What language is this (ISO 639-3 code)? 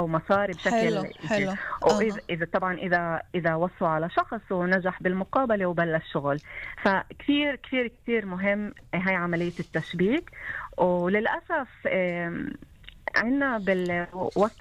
apc